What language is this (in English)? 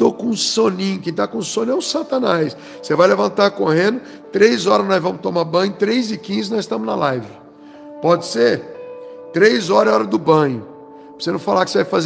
Portuguese